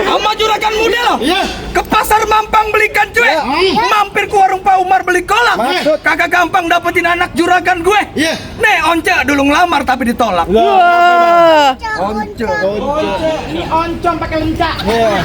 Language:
Betawi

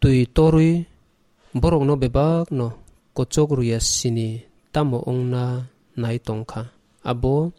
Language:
Kok Borok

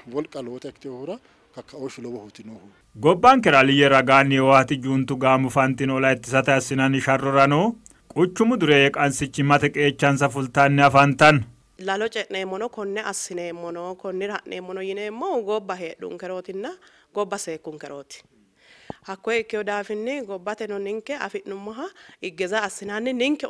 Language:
Sidamo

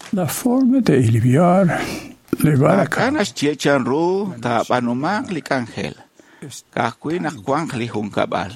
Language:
Kekchí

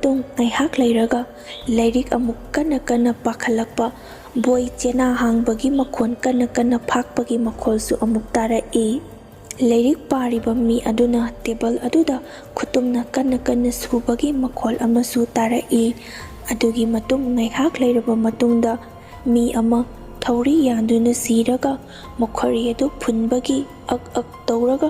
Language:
Manipuri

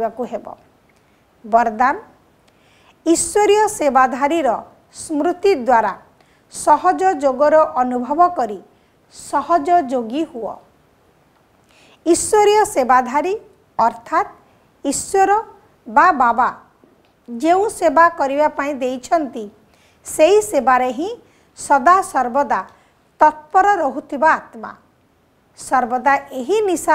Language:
Odia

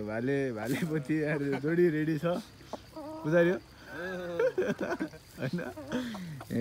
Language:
Nepali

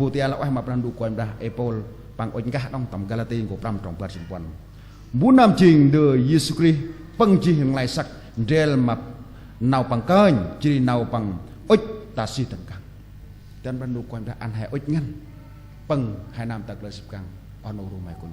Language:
Central Mnong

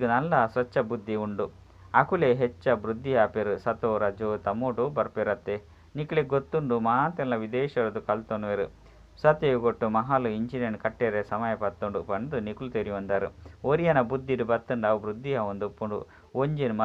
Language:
Tulu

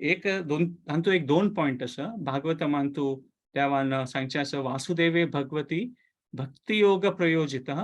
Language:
Konkani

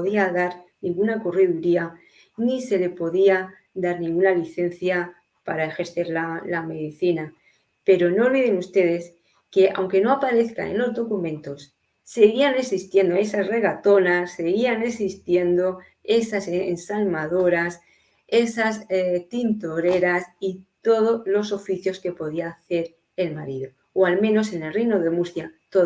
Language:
Ladino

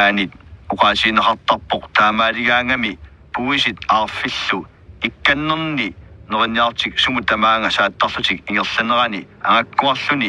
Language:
Kalaallisut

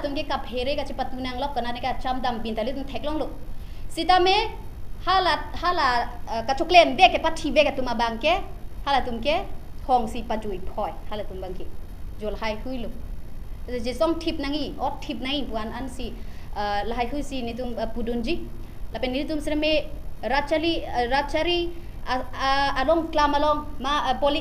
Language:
Karbi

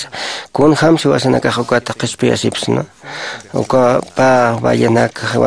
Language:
Aymara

